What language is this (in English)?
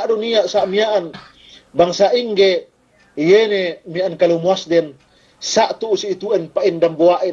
Yakan